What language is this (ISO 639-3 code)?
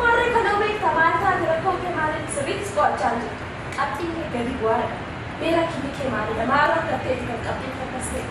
orm